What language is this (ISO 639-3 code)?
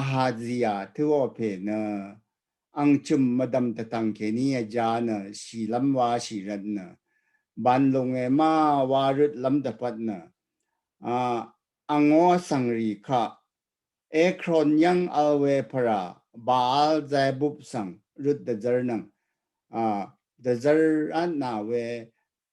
raw